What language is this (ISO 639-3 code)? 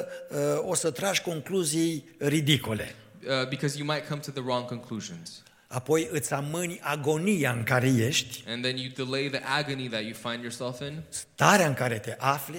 ron